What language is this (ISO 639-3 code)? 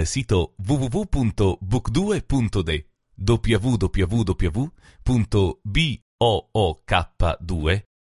sqi